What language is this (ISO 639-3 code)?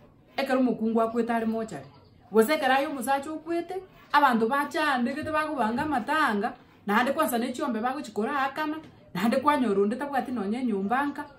guz